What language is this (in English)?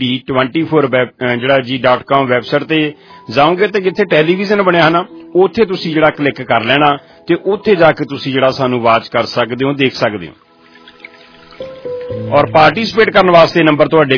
Punjabi